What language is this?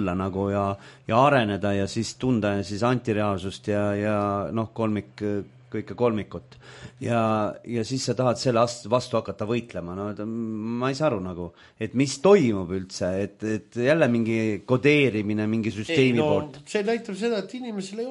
Estonian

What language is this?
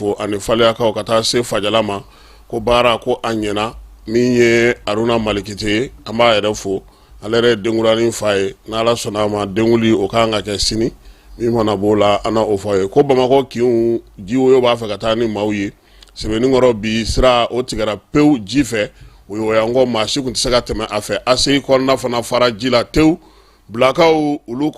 Bambara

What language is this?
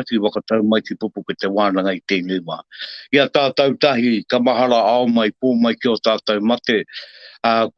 Māori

